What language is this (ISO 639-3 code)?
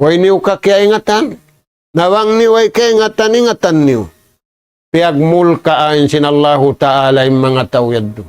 tsg